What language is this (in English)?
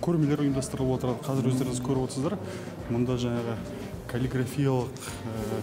Kazakh